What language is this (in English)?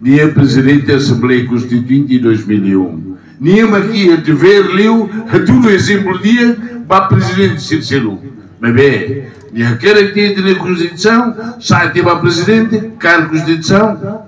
Tetum